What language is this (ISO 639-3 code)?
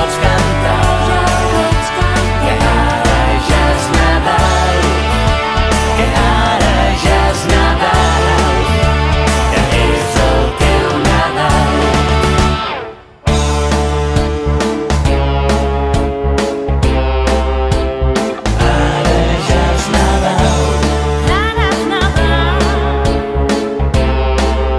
cat